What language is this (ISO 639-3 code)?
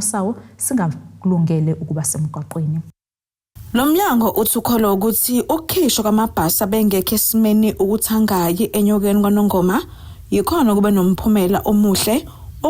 zul